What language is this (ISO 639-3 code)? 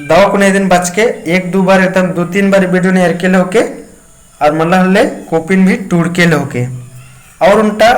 kru